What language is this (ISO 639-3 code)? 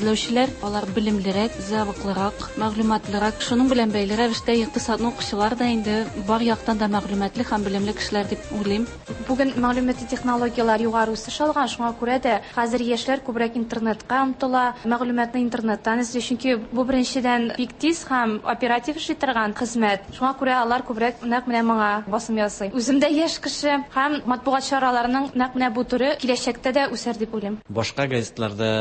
tat